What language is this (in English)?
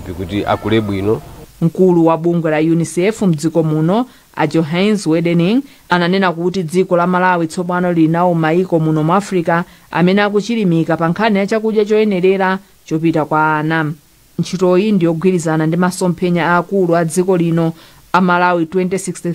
Nyanja